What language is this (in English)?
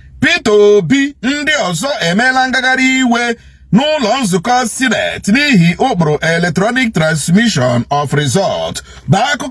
Igbo